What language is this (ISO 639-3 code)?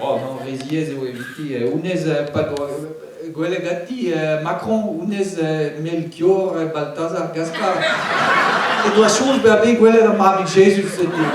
bre